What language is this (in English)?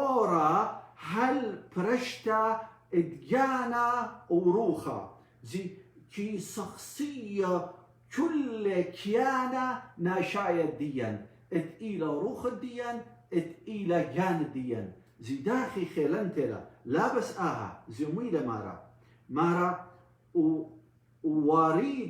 Assyrian Neo-Aramaic